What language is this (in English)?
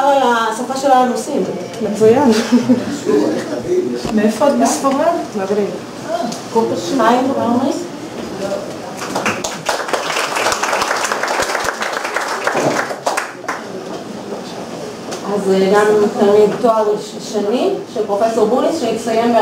Hebrew